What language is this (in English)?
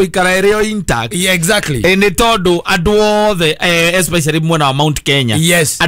Kikuyu